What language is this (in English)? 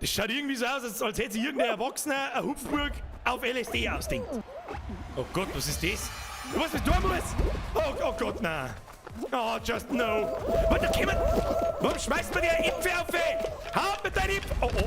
Bavarian